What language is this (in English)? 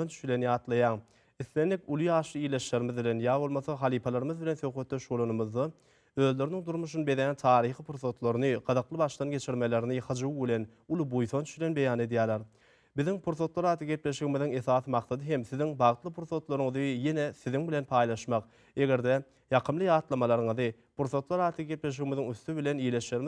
Turkmen